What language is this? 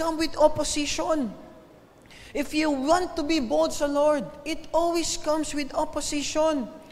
Filipino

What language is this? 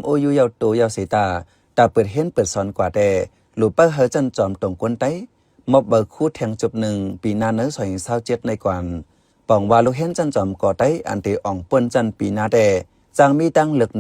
Shan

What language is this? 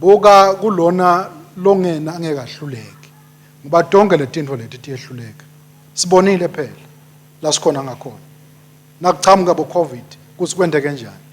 Swati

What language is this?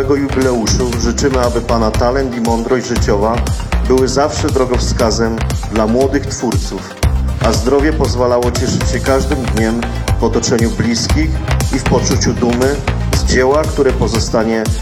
Polish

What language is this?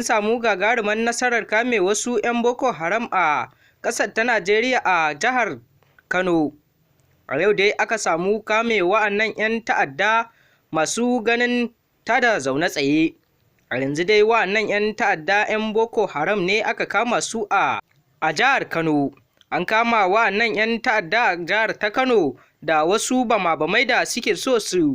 Hausa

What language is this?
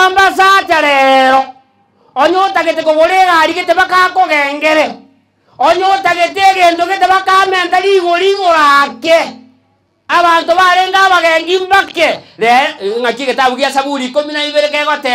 Gusii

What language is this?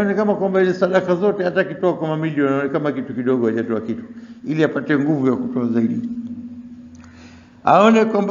Swahili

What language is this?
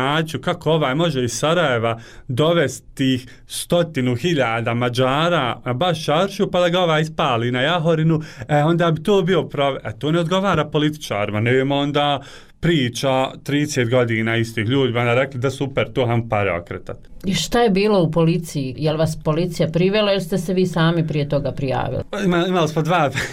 Bosnian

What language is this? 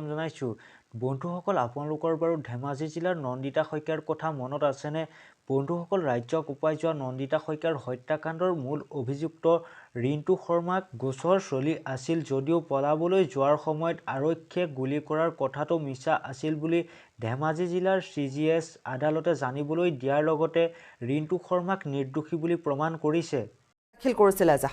Assamese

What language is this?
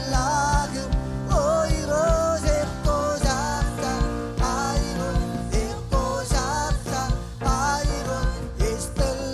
Marshallese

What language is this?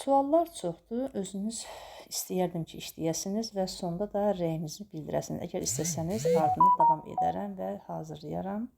Azerbaijani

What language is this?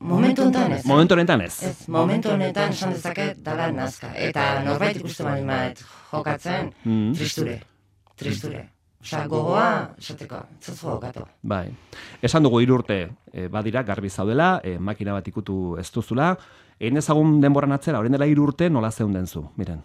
Basque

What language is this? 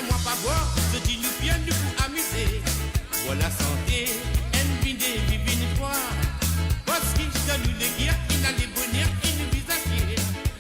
Morisyen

